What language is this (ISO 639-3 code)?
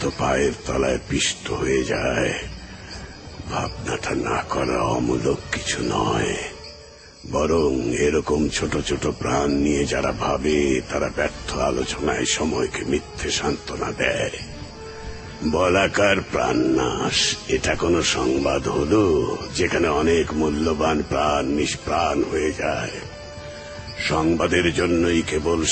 ben